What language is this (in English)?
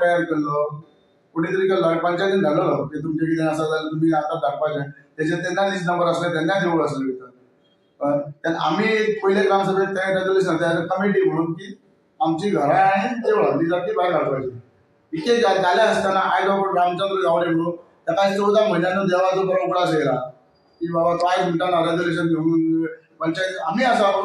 Konkani